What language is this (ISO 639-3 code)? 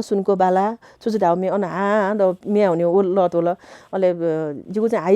new